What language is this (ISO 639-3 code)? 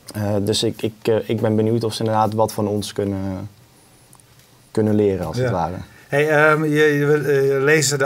nld